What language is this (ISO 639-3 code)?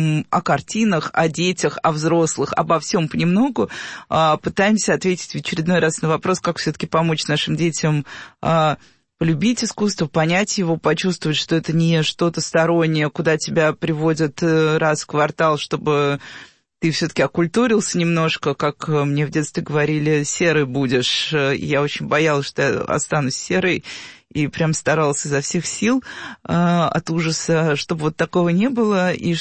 rus